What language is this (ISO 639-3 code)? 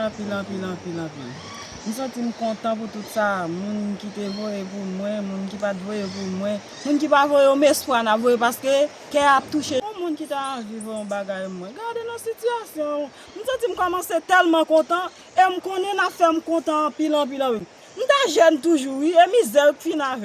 hat